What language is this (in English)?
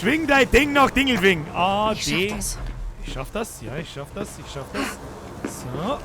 Bavarian